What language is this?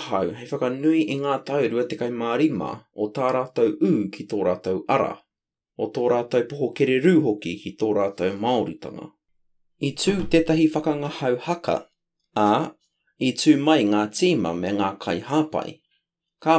Māori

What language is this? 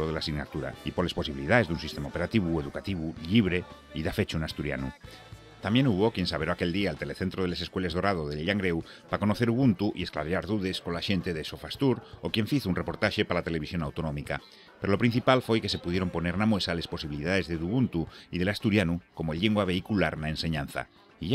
Asturian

